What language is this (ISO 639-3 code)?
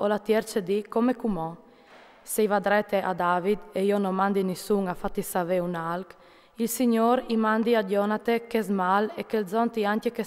fur